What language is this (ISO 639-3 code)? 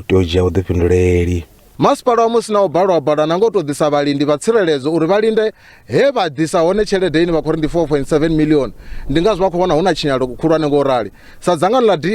ven